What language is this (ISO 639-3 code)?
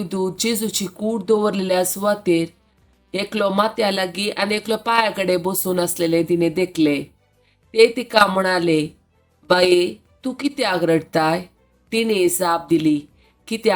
kok